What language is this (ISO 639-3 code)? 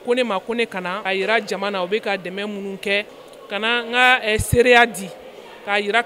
bam